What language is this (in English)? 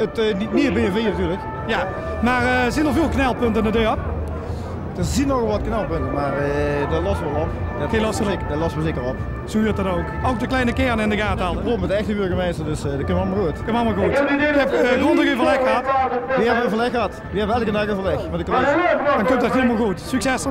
Limburgish